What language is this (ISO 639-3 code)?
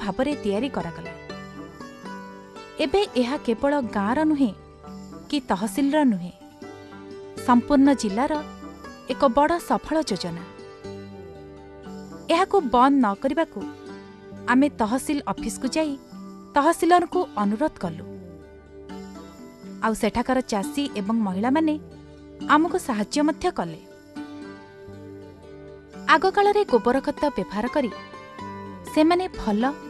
ori